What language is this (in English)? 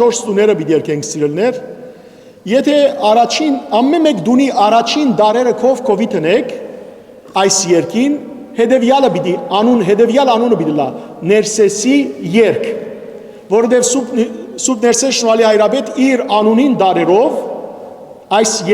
Western Armenian